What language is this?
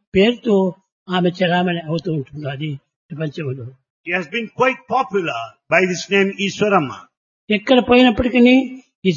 Telugu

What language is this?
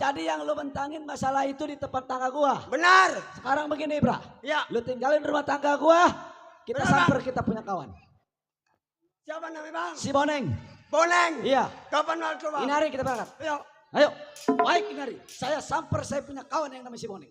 Betawi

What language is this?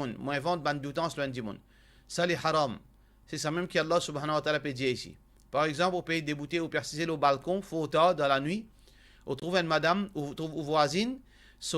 Morisyen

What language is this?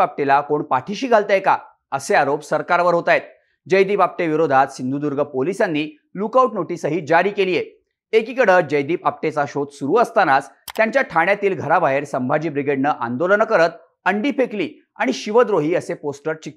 Marathi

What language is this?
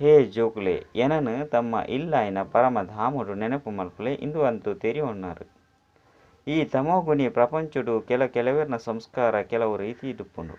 Tulu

